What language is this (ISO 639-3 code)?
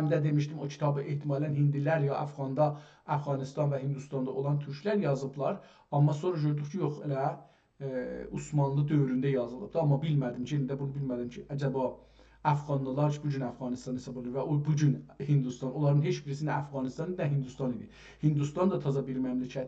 azb